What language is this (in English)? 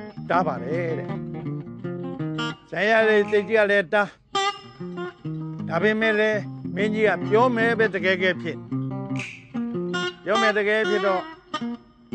Burmese